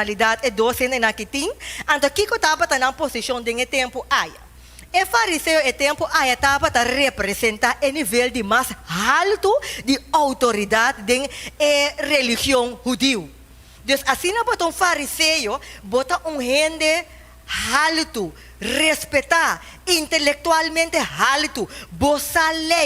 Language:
Papiamento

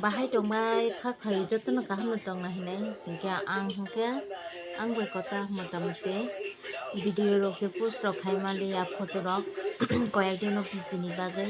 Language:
Kok Borok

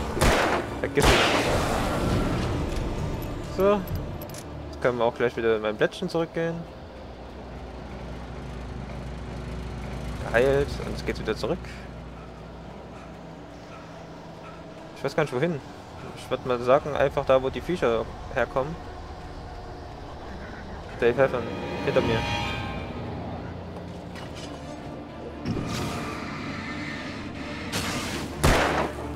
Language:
German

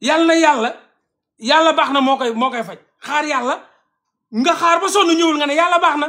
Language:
Wolof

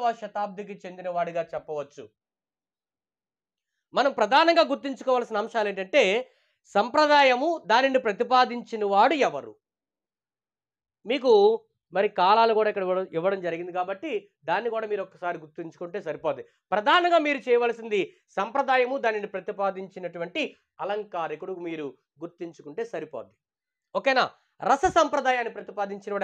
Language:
Telugu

